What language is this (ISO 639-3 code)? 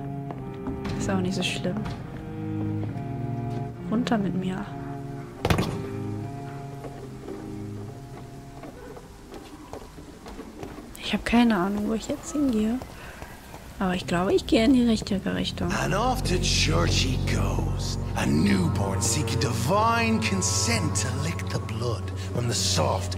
deu